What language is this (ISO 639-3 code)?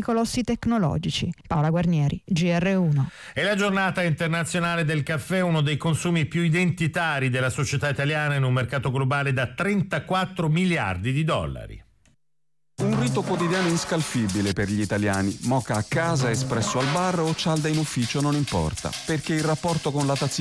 ita